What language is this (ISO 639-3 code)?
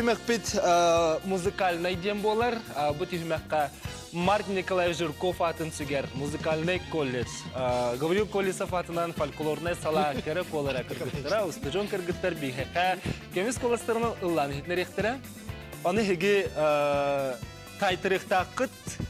sah